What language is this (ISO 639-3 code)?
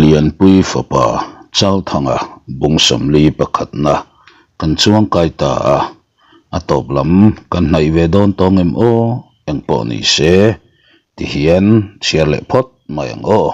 lus